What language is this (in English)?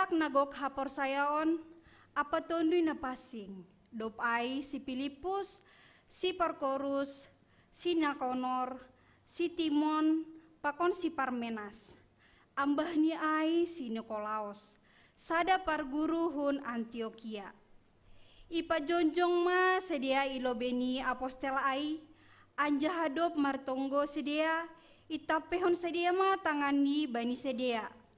Batak Simalungun